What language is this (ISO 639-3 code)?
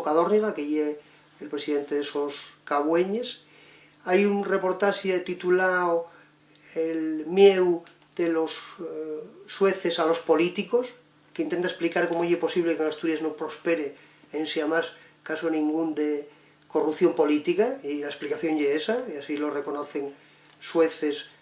ast